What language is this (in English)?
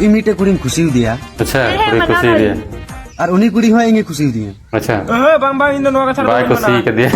Santali